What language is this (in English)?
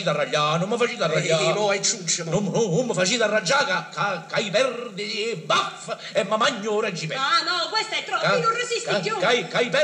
Neapolitan